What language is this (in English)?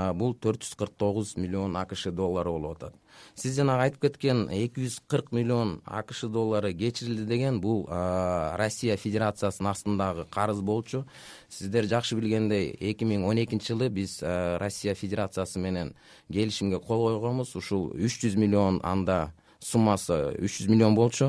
Kyrgyz